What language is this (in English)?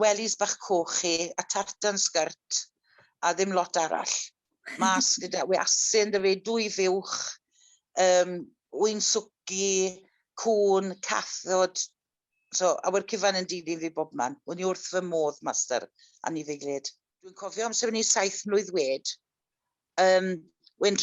Welsh